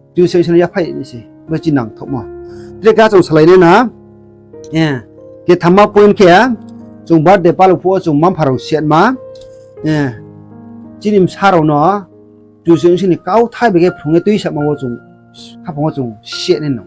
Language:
Riang (India)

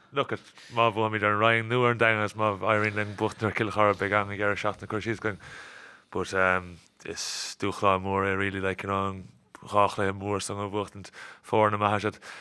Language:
Irish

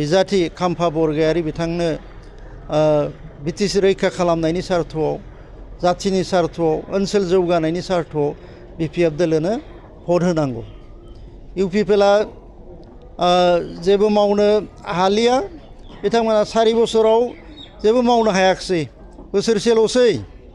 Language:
Bodo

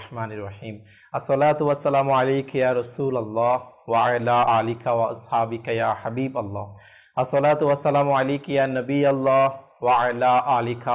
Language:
Bangla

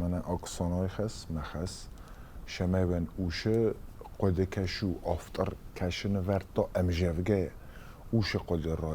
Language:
Ossetic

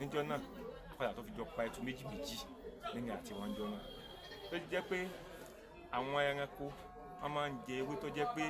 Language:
Yoruba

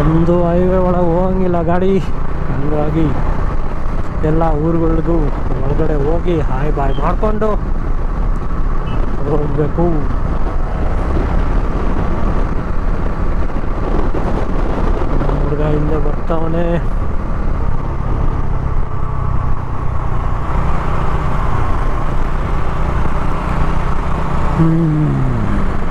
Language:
Kannada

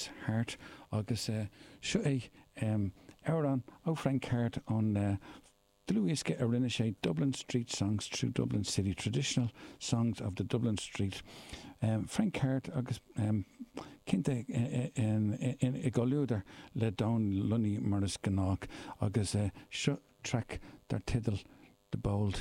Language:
Irish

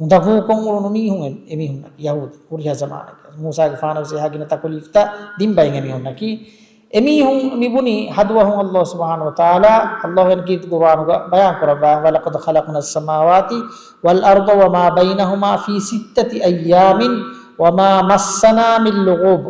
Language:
Divehi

